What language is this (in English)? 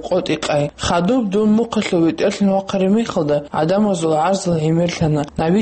Avaric